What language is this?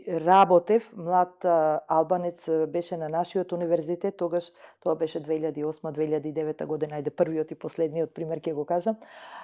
Macedonian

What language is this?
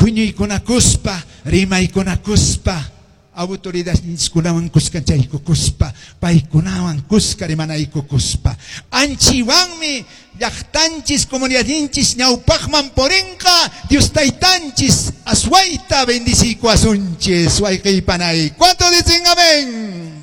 Quechua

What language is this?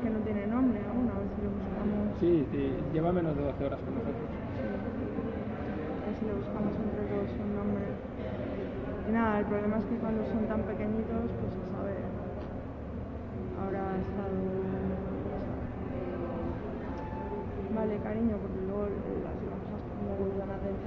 Spanish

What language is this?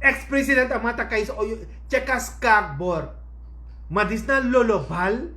Sranan Tongo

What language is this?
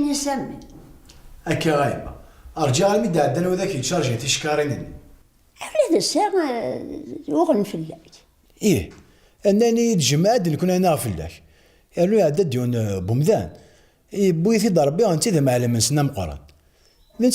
Kabyle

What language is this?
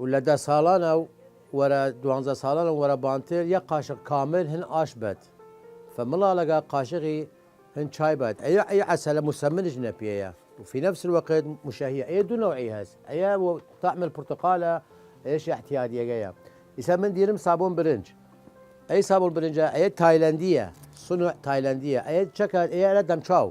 Southern Kurdish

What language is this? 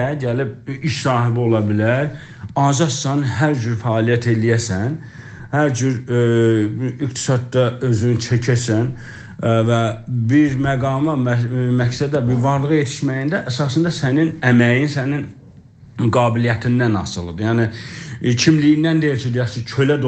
South Azerbaijani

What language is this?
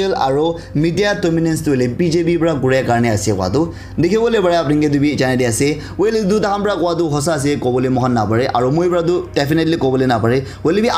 Naga Pidgin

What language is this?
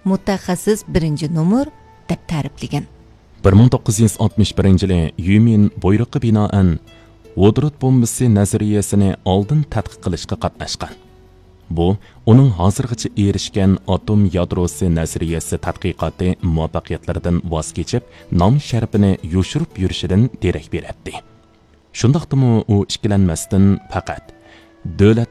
Uyghur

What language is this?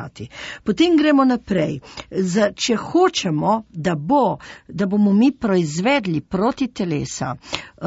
Slovenian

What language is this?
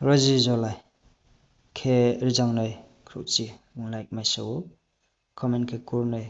Riang (India)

